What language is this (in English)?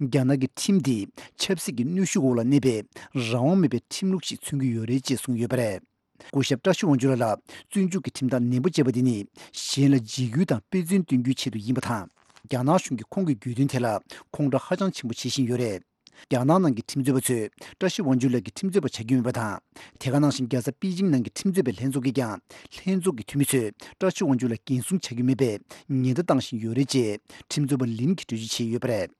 Tibetan